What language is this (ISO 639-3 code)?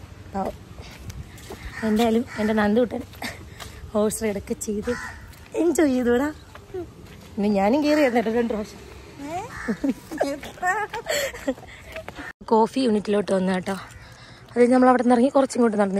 mal